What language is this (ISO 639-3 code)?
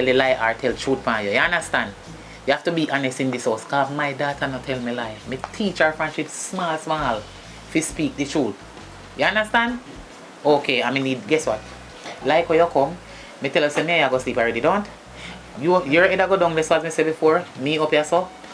jam